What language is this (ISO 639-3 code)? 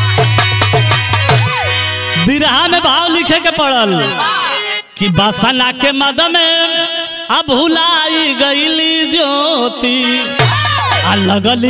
bho